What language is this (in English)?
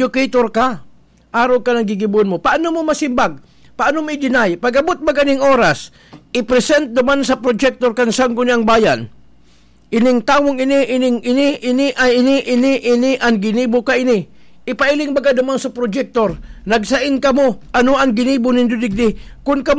Bikol